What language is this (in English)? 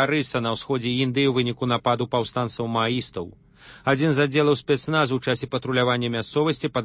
Belarusian